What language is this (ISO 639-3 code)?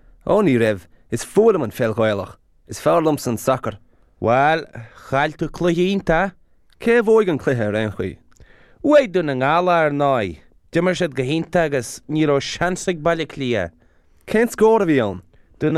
gle